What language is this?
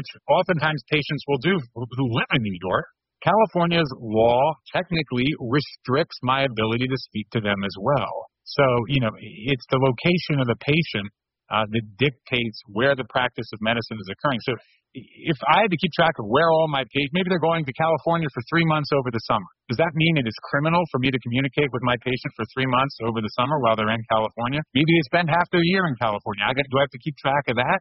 English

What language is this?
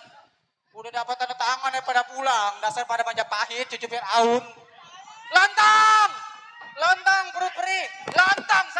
Betawi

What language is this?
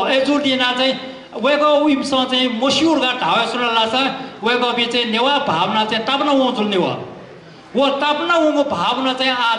Newari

